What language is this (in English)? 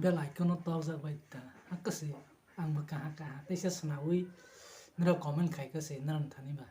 Kok Borok